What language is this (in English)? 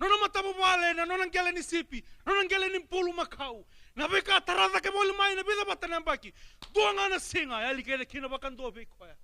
Fijian